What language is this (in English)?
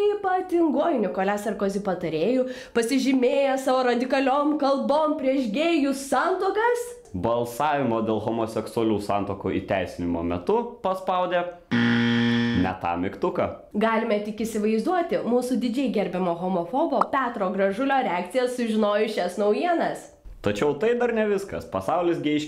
Lithuanian